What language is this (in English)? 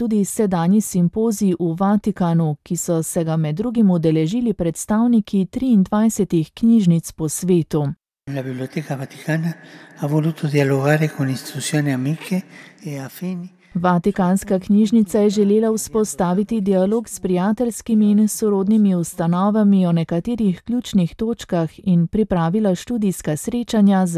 Slovenian